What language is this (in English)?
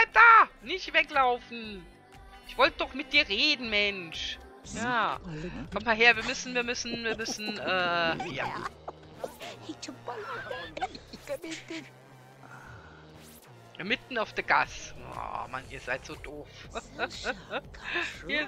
German